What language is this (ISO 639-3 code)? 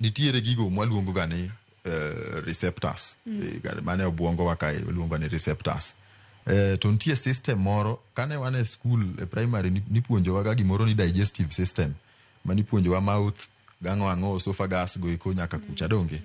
luo